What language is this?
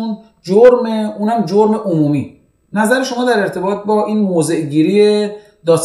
Persian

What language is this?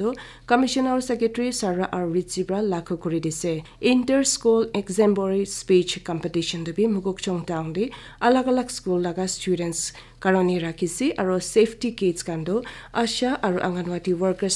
Naga Pidgin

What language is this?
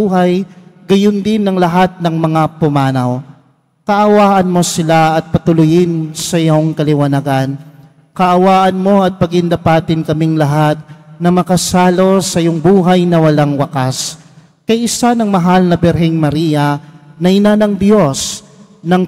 Filipino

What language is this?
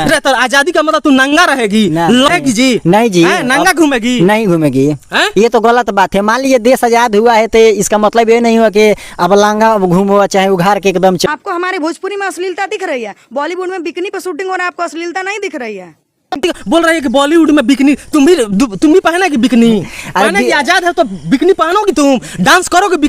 Bhojpuri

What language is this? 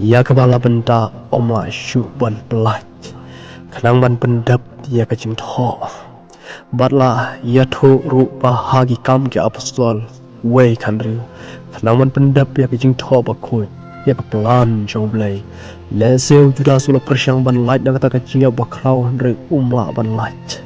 Khasi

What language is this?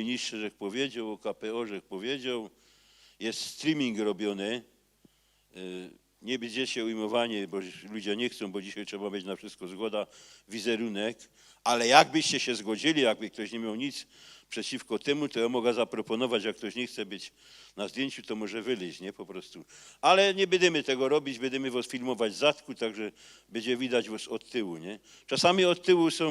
Silesian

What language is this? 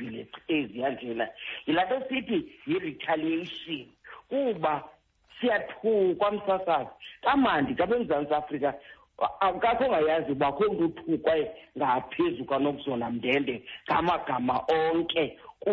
Xhosa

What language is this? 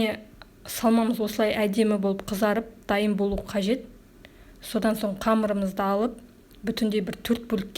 Kazakh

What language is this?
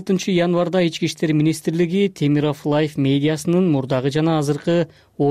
Kyrgyz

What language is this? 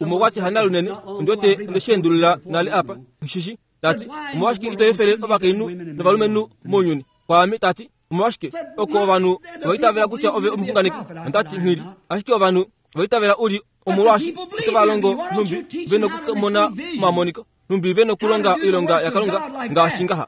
Kuanyama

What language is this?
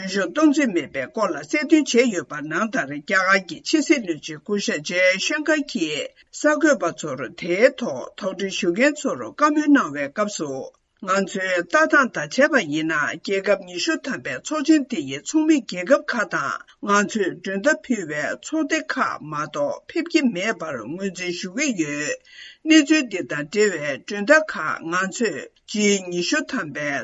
Tibetan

